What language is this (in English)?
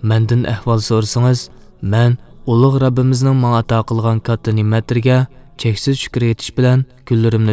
Uyghur